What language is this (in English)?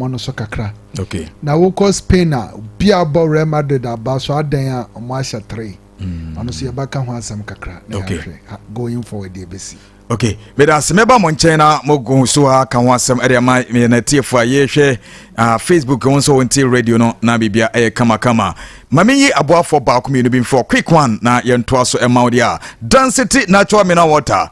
Akan